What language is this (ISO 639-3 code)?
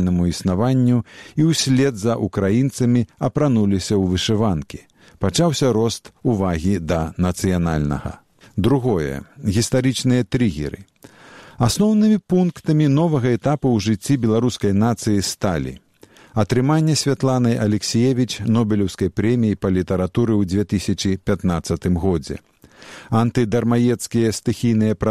bel